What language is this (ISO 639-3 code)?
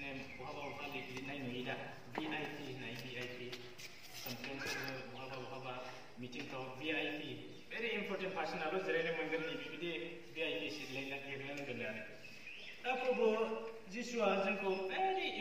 brx